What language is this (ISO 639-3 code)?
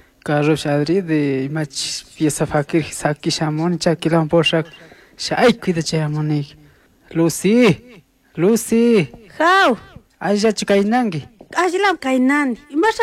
qug